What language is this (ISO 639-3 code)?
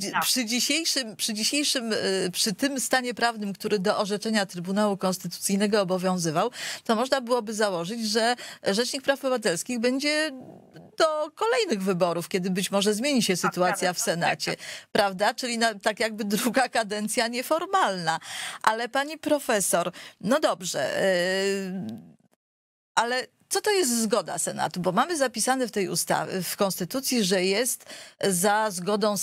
pol